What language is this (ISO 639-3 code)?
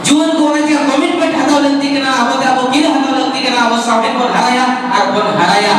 sat